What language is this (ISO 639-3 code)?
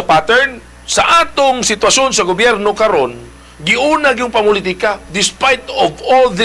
ceb